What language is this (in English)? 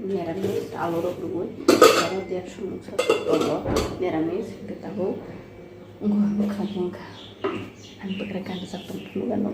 Kok Borok